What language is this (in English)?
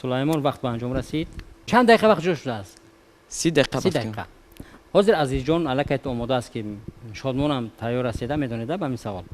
Tajik